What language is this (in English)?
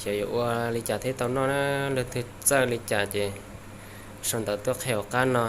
Hmong